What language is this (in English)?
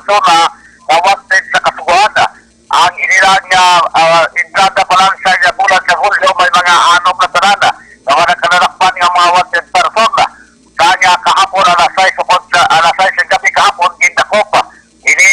Hiligaynon